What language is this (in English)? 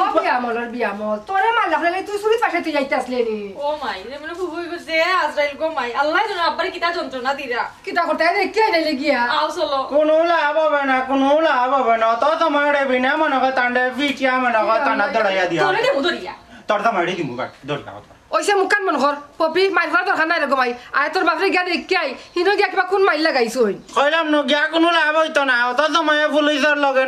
Sylheti